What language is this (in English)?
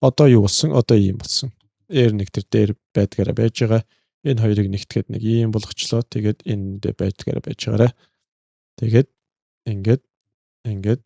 Mongolian